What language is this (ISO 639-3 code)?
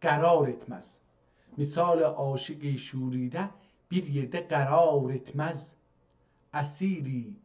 azb